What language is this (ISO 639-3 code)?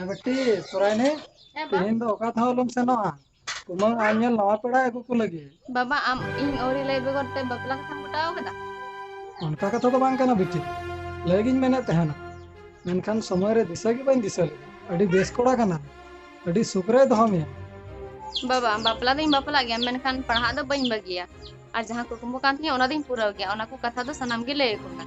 sat